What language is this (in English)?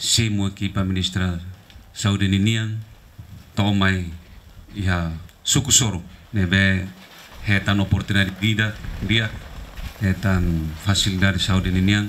Tetum